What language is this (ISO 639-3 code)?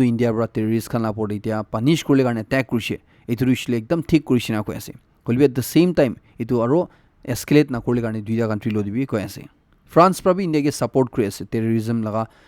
nag